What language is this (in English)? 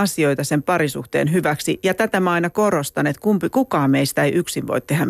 Finnish